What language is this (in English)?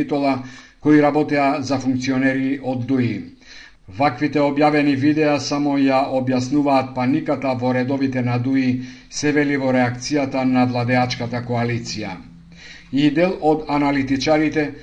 Macedonian